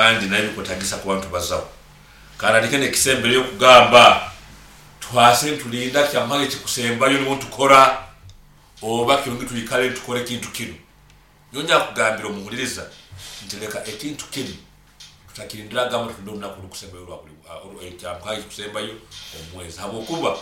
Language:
Nyoro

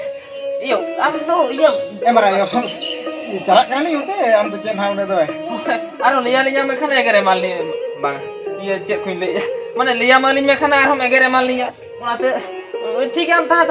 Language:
Santali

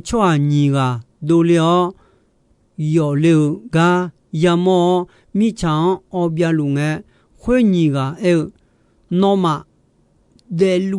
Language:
Akha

